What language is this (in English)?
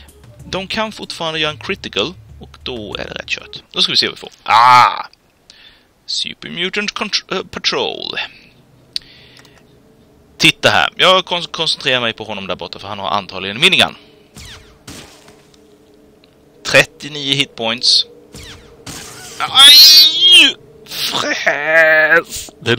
Swedish